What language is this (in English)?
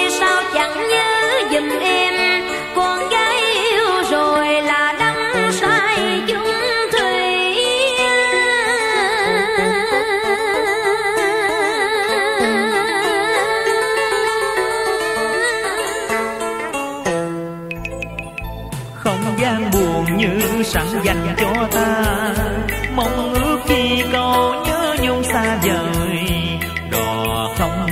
Vietnamese